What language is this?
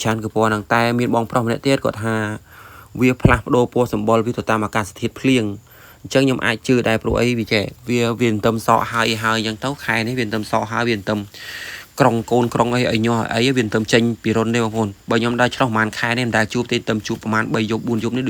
Khmer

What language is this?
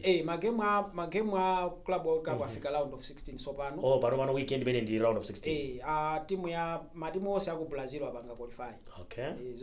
Nyanja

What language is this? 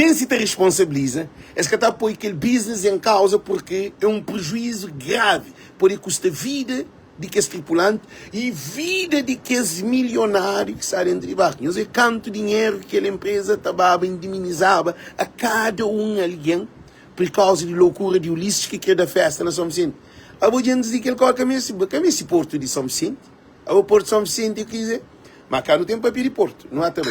Kabuverdianu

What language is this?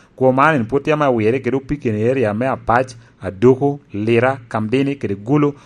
Lango (Uganda)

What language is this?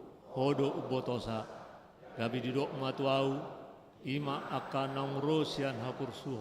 Batak Toba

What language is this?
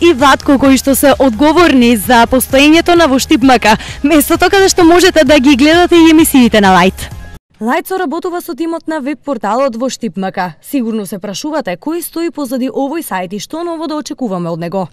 Macedonian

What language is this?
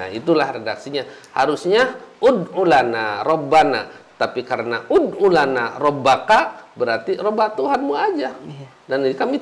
Indonesian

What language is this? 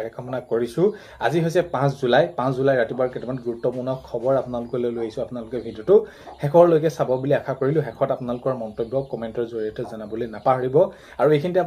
Assamese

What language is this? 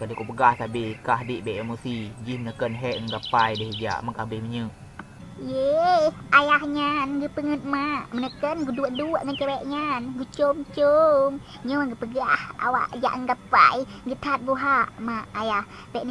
Achinese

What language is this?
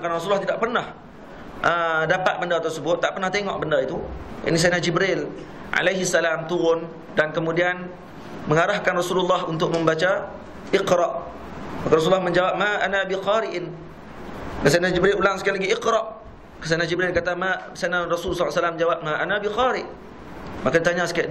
Malay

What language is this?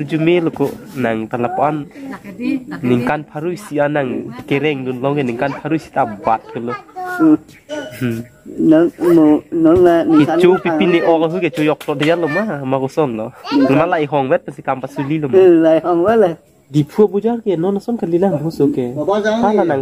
Karbi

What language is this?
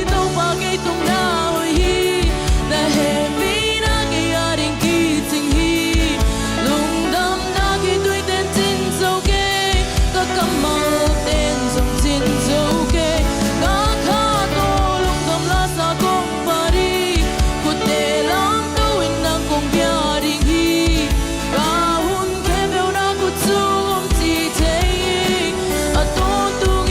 Tedim Chin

